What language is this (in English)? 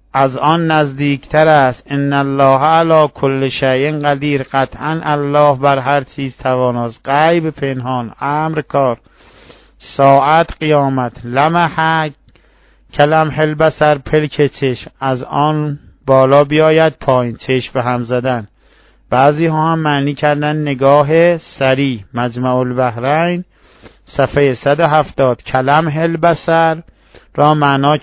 Persian